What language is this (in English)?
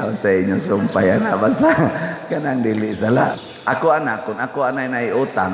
Cebuano